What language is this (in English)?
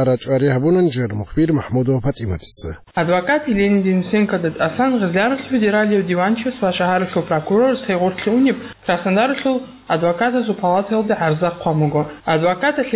Avaric